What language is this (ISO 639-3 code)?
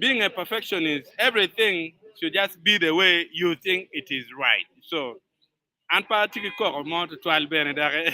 ach